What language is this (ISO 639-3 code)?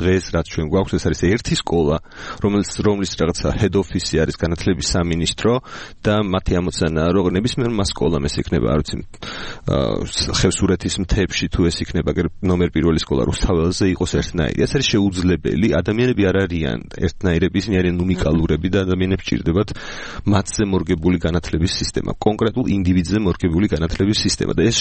kat